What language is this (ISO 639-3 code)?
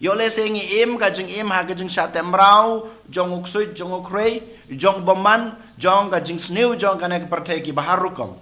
kha